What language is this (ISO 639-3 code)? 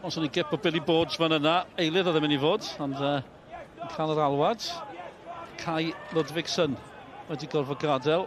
cym